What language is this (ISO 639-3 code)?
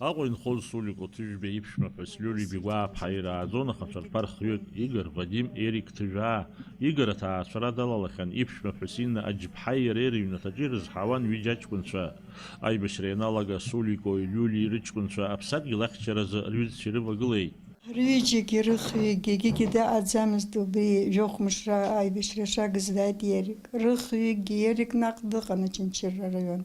abk